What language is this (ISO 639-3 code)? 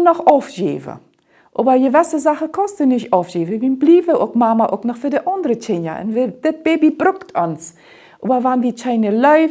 pdt